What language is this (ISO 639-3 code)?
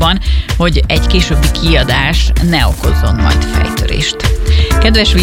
hun